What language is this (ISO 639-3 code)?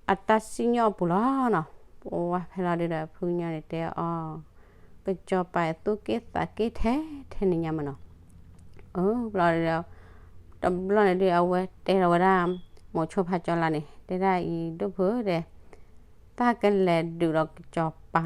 ksw